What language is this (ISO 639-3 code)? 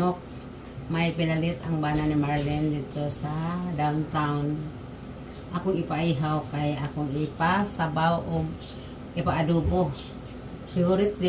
ceb